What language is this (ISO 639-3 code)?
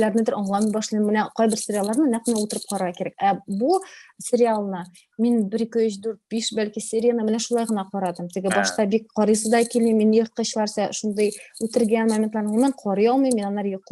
tat